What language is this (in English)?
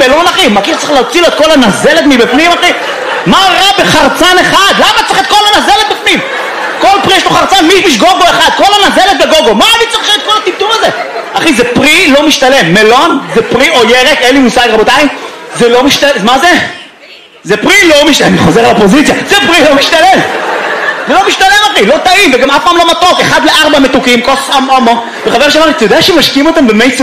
Hebrew